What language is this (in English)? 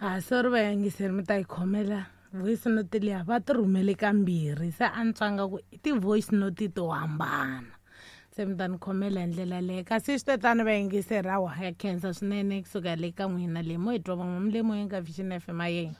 Tsonga